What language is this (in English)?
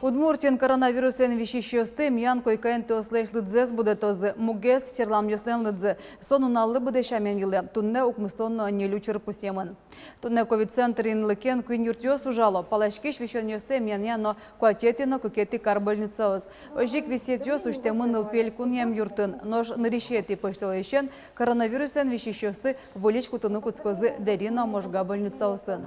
Udmurt